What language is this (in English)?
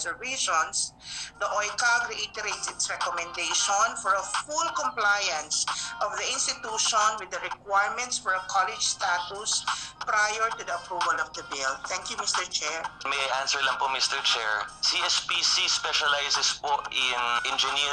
Bikol